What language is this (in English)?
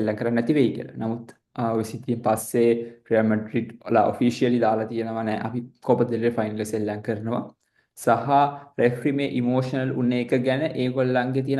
Sinhala